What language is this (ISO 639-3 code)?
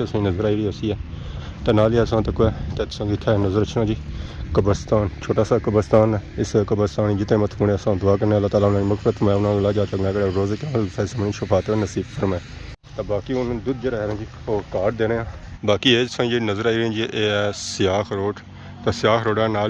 phr